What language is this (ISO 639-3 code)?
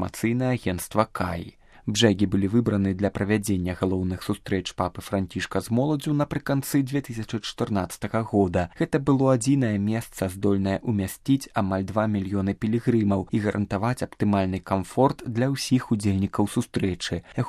bel